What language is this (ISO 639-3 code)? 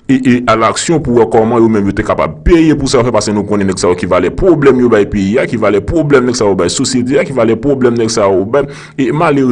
hat